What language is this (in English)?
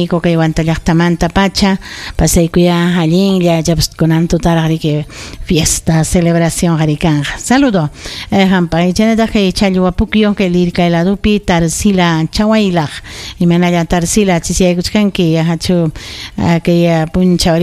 Ayacucho Quechua